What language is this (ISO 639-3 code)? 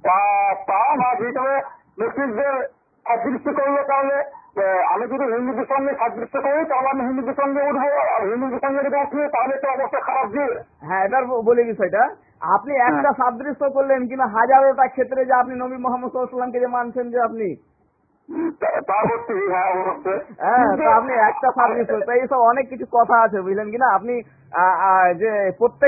ben